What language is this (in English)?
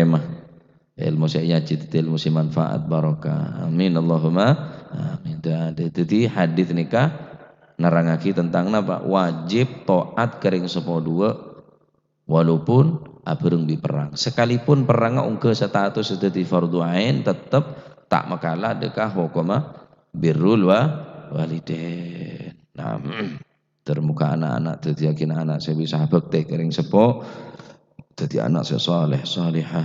Madurese